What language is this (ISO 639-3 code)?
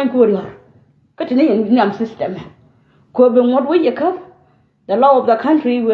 nus